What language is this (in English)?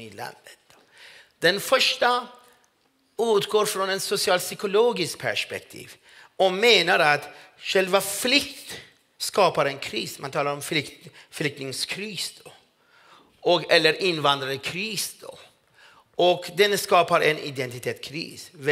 Swedish